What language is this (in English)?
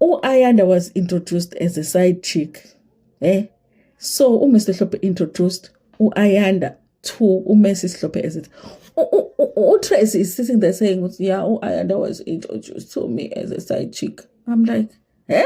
Zulu